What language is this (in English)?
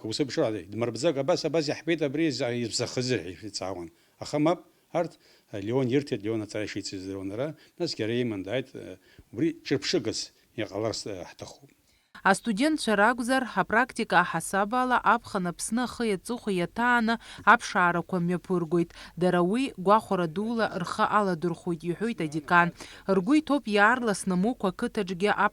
Abkhazian